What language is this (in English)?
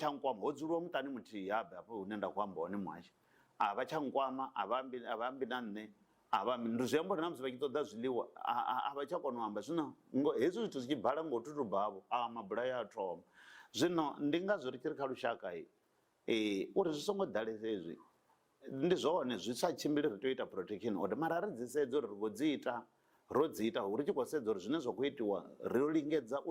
Venda